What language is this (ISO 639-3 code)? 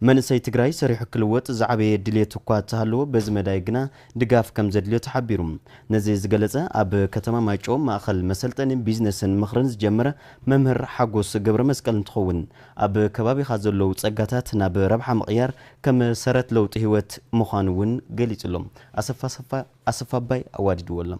tir